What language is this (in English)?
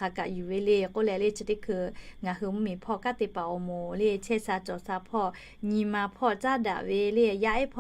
Lahu